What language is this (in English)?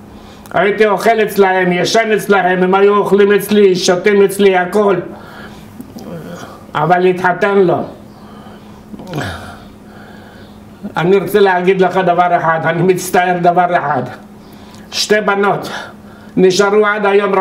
Hebrew